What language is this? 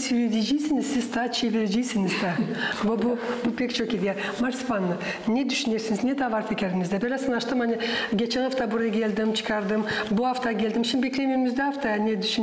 Gagauz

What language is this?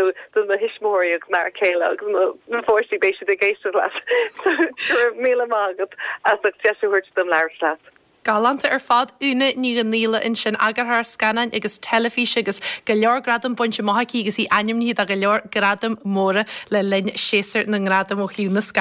Irish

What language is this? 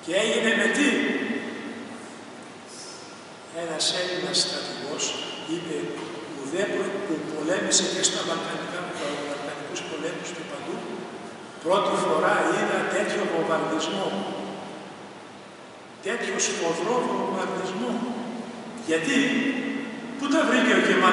Greek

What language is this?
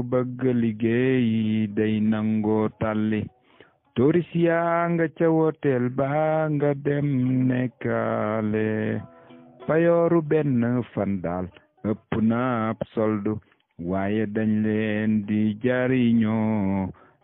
Wolof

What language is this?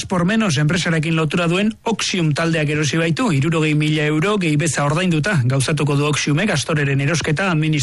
Basque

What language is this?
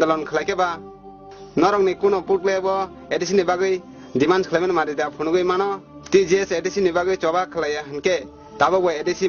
Kok Borok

